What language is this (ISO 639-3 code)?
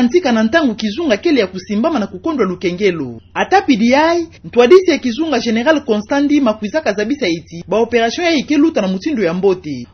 ktu